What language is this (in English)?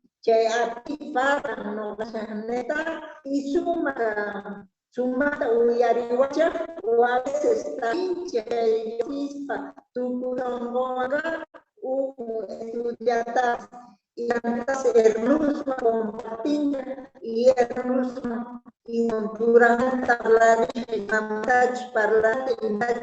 Quechua